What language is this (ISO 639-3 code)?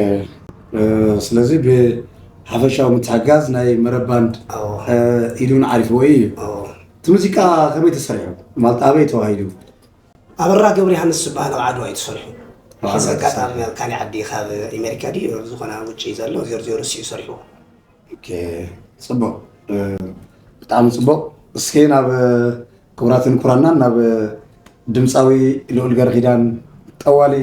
tir